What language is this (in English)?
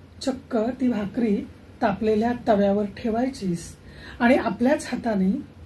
Marathi